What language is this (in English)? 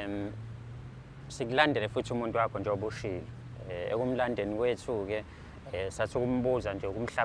Zulu